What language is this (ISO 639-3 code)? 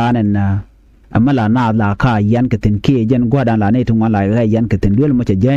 nus